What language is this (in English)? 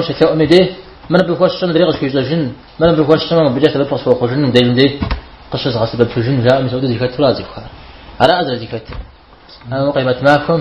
Kabardian